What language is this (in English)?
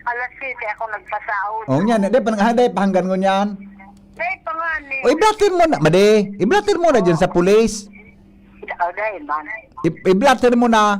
Bikol